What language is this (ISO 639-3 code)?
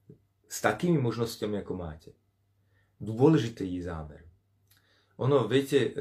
slk